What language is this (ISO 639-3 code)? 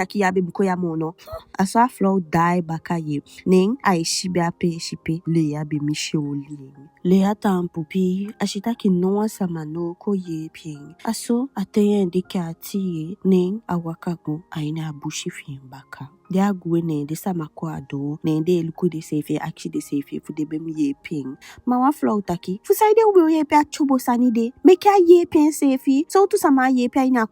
djk